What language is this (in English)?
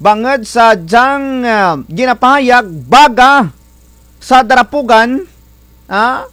Kinaray-a